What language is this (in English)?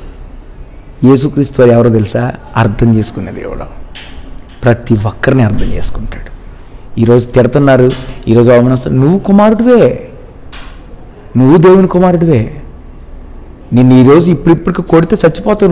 Telugu